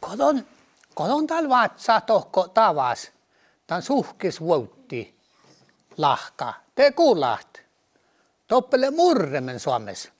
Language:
Northern Sami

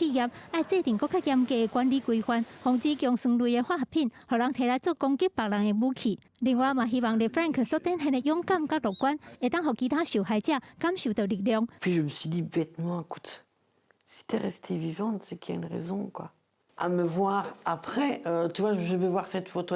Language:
Min Nan Chinese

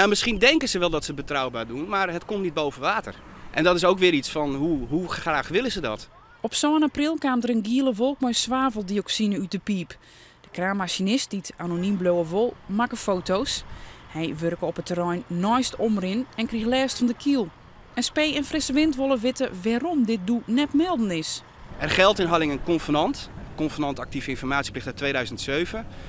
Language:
Western Frisian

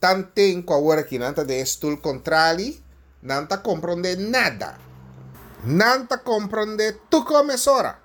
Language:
Papiamento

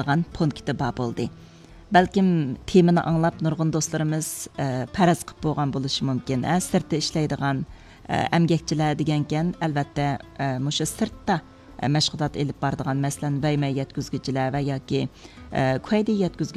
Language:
Uyghur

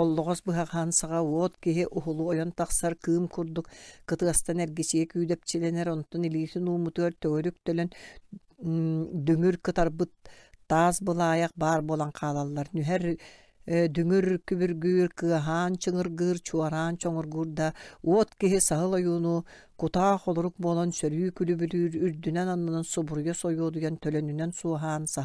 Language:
Yakut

